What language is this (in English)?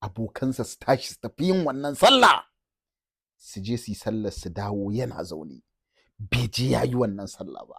Hausa